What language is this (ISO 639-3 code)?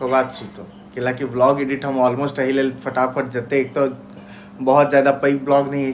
mai